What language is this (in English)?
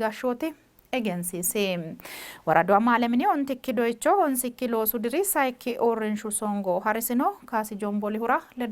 Sidamo